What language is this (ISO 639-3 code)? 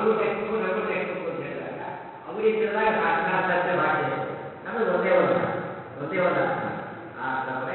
kan